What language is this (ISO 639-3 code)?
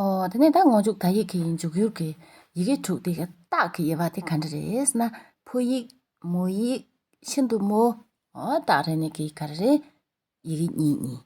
bod